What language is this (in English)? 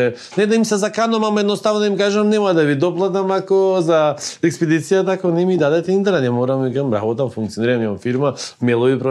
Macedonian